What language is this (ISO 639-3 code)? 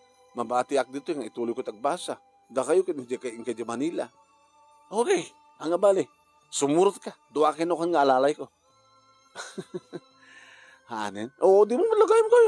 ilo